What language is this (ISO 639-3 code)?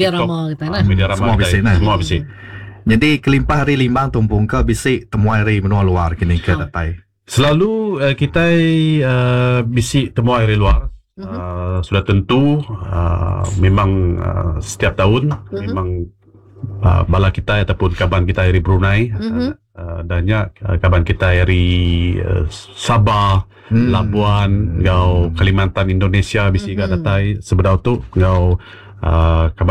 iba